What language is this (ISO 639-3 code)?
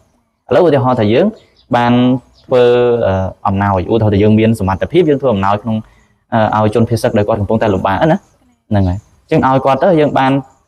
khm